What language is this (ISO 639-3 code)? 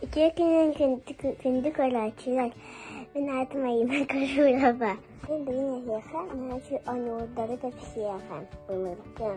sah